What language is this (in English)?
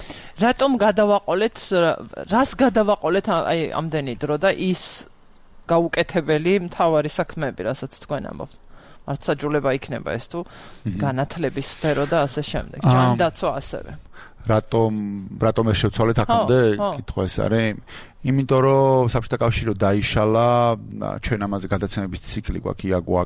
Georgian